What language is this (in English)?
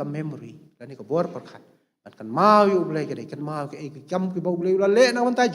Khasi